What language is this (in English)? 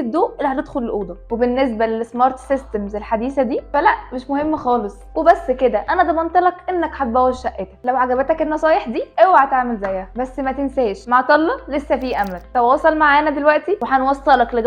Egyptian Arabic